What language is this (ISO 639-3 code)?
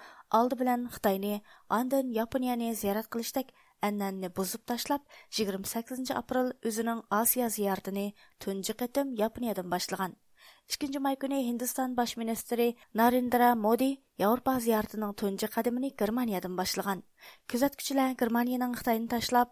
uig